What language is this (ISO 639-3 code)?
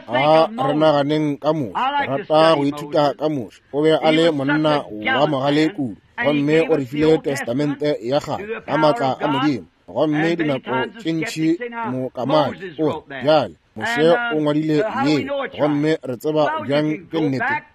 nso